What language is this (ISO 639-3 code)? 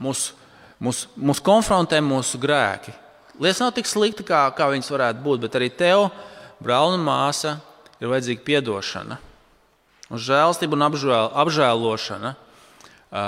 lav